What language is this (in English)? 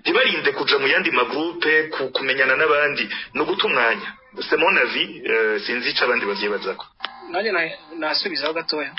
Rundi